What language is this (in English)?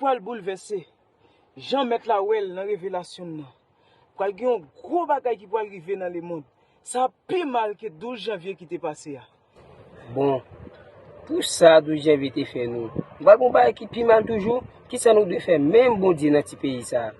Haitian Creole